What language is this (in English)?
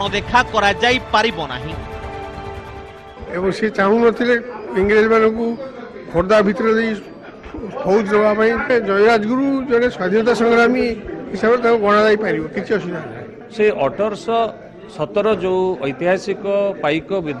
Odia